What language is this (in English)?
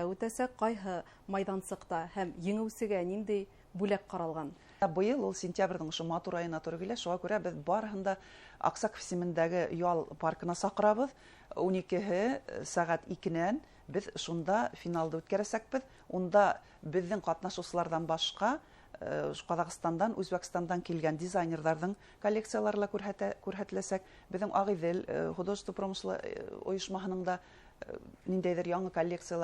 Bashkir